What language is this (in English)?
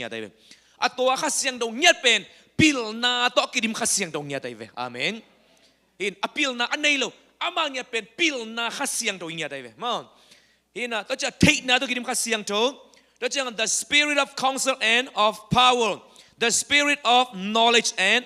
Tedim Chin